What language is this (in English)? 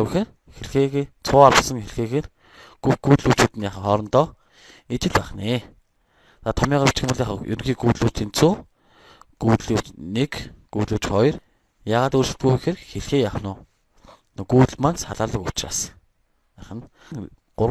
Mongolian